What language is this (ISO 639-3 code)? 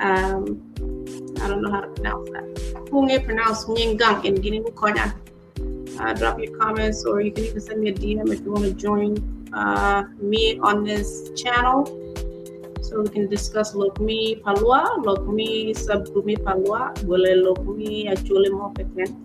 ach